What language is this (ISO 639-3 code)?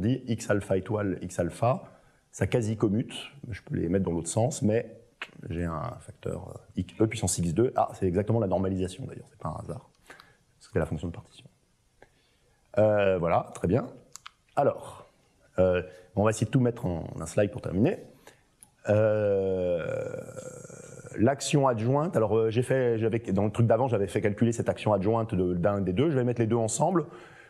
fra